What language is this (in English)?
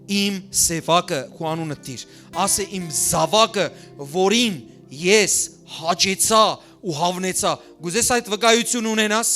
Western Armenian